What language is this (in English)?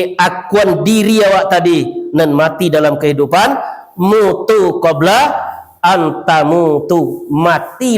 Minangkabau